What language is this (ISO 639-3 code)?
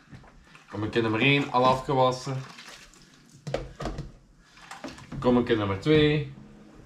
nld